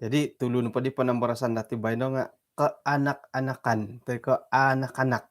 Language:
Central Dusun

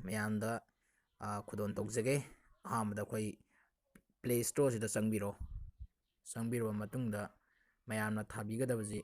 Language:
Manipuri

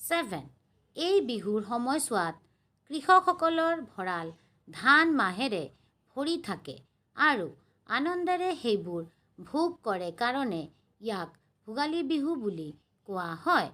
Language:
Assamese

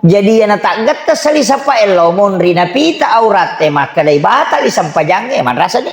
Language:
Buginese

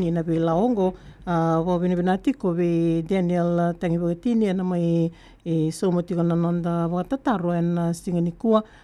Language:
Fijian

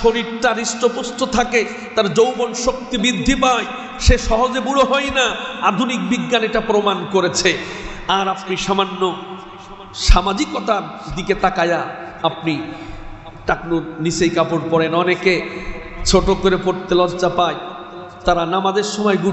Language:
Bangla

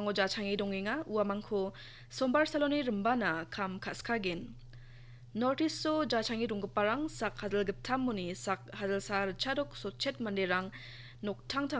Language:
Garo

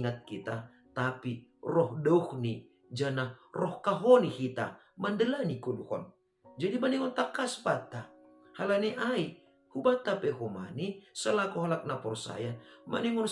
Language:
Batak Simalungun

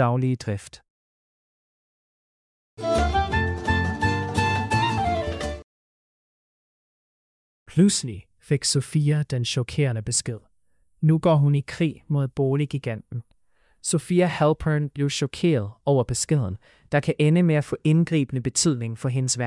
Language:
Danish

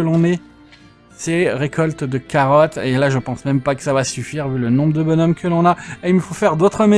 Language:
French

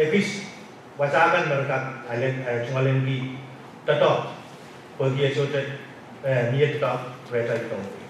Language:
Pohnpeian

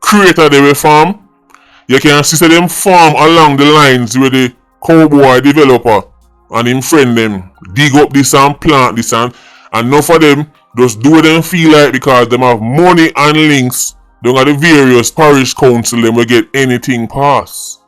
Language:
Jamaican Creole English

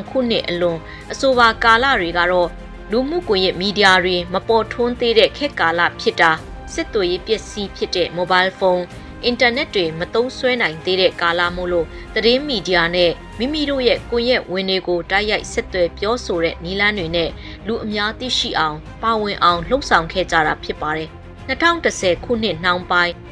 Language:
Burmese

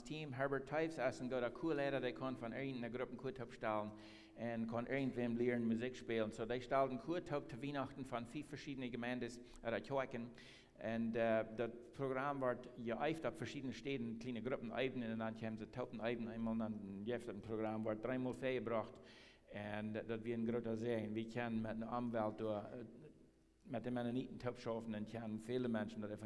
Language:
Plautdietsch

